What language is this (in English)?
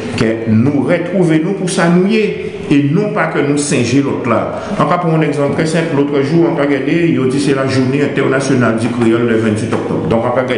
Guadeloupean Creole French